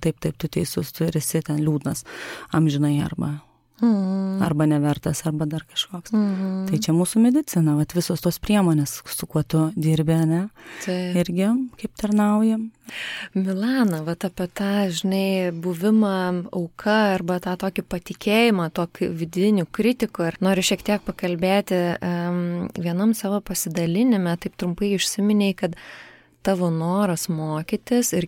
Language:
Lithuanian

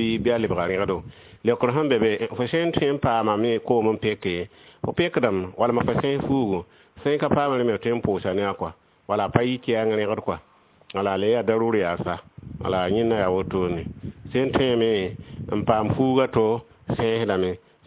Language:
Mossi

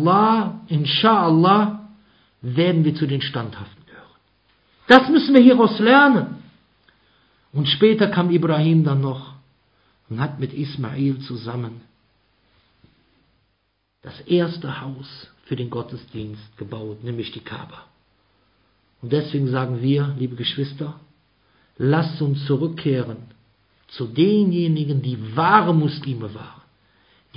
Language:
German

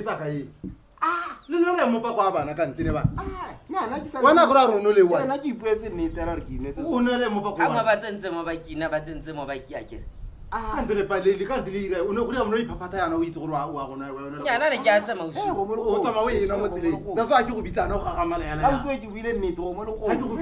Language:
Tswana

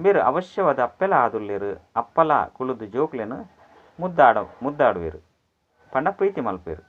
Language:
Tulu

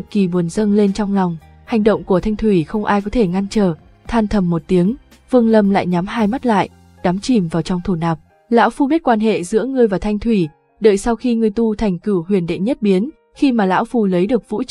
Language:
Vietnamese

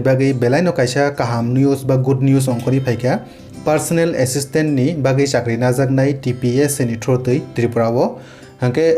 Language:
Kok Borok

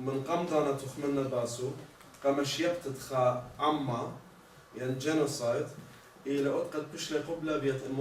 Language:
Assyrian Neo-Aramaic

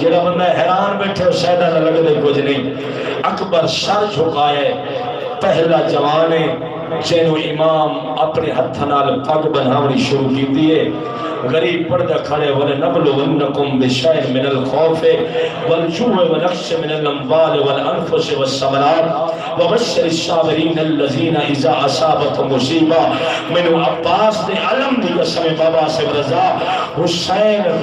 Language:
Saraiki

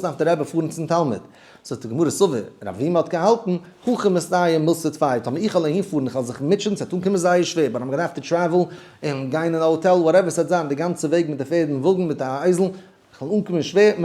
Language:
Yiddish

